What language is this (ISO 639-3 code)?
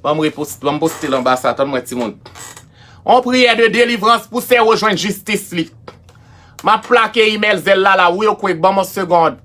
hat